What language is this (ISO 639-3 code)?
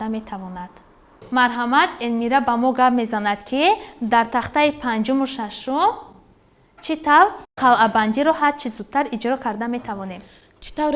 tgk